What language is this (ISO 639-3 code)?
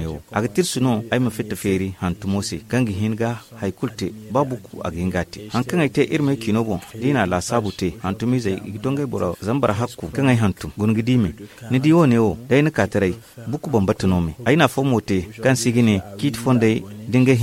dje